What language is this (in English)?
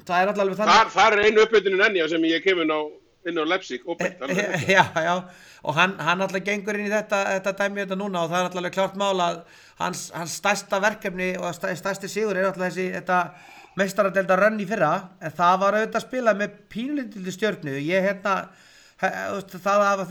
Icelandic